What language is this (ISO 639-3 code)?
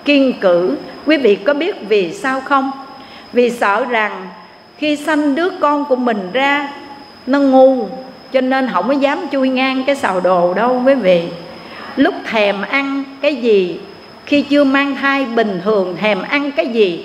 vie